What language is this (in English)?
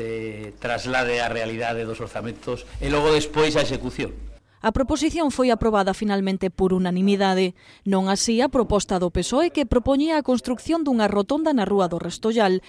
Galician